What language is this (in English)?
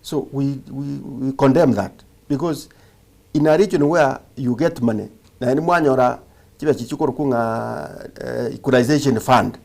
Gusii